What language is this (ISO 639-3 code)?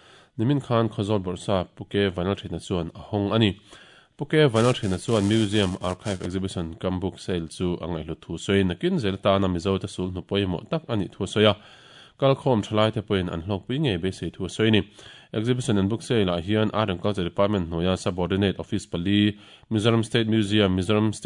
lus